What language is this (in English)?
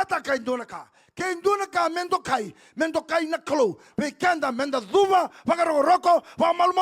Fijian